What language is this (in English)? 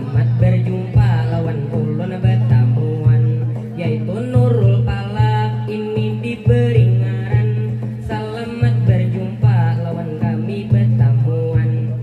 Banjar